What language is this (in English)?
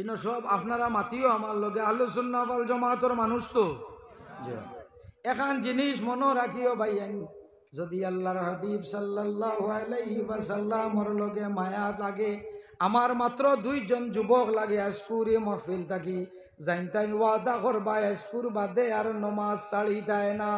Sylheti